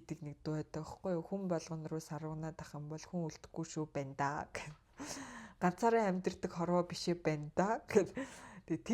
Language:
Mongolian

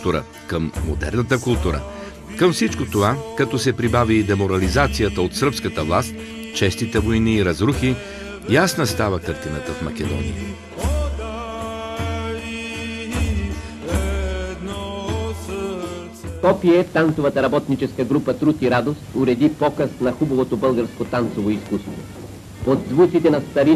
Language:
Bulgarian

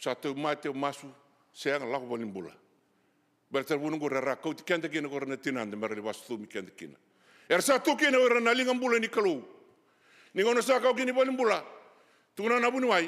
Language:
Fijian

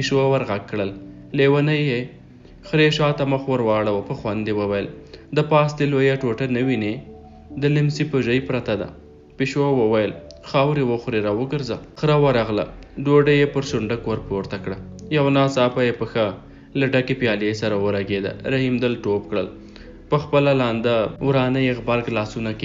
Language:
Pashto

